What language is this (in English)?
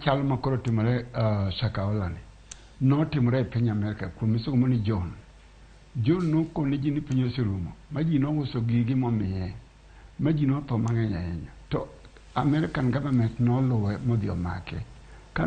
Luo (Kenya and Tanzania)